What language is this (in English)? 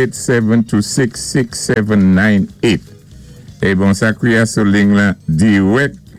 Saint Lucian Creole French